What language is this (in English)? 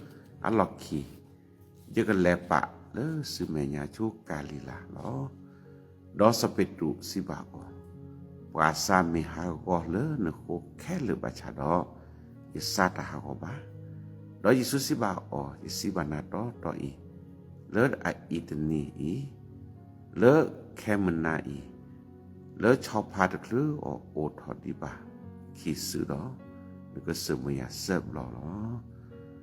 S'gaw Karen